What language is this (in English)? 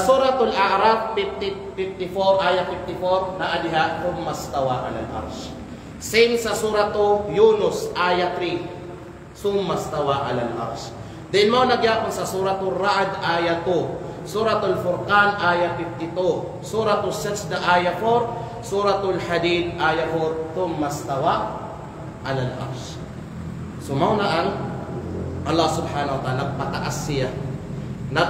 Kalagan